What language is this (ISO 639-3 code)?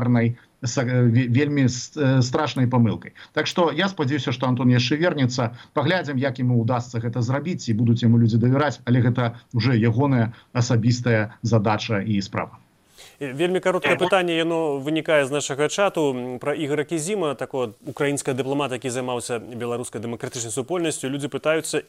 bel